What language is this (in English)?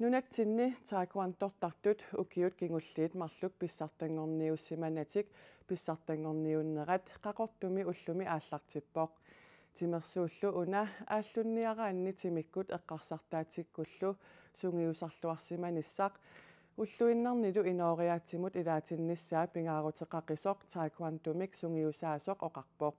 Kalaallisut